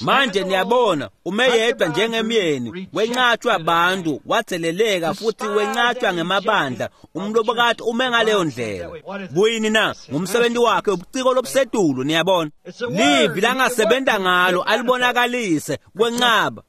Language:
Swati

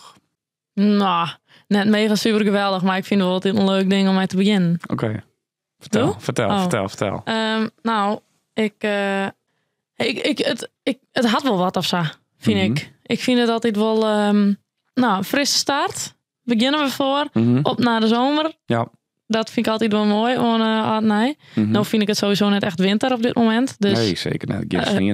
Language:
Western Frisian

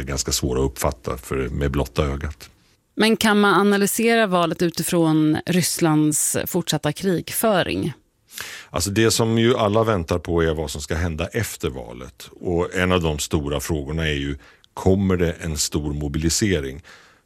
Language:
Swedish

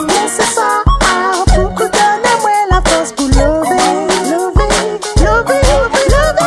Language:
Réunion Creole French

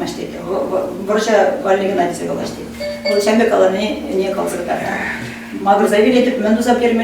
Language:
Chuvash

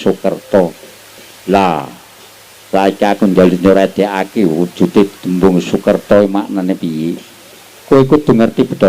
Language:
Javanese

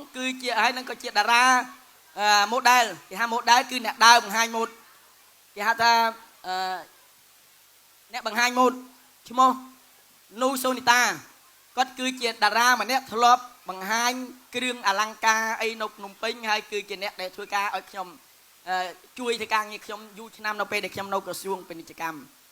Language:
Khmer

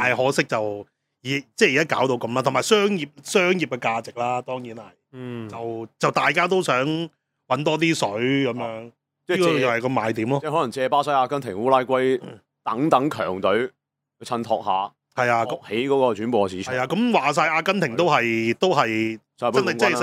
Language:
Cantonese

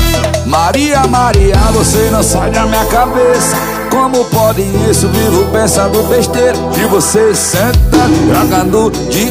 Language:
Portuguese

